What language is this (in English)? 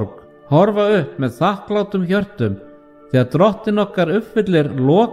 Icelandic